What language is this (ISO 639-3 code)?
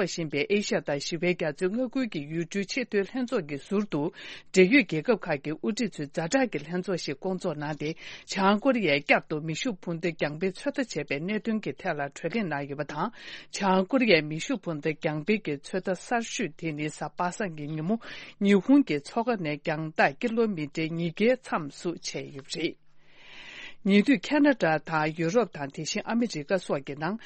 bod